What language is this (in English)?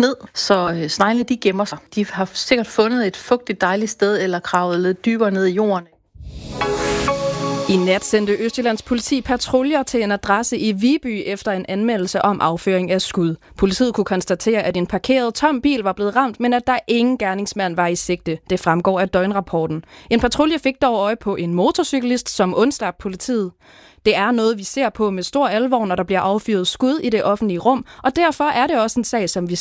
Danish